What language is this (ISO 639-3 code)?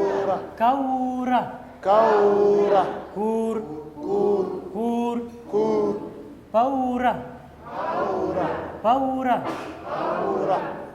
din